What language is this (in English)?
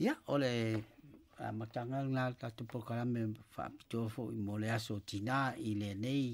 Samoan